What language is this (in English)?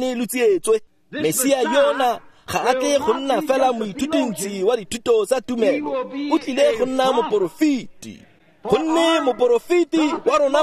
Tswana